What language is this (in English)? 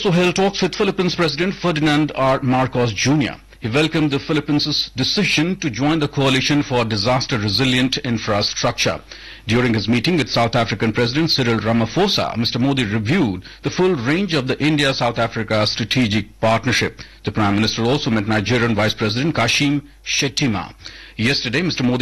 English